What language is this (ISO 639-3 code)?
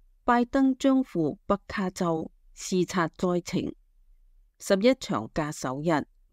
yue